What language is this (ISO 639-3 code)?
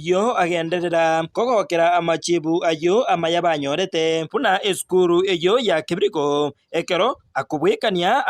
guz